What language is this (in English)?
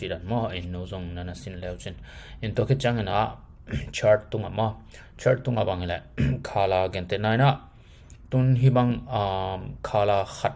Tedim Chin